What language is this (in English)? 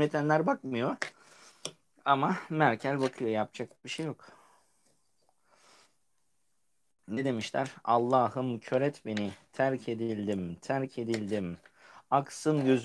Turkish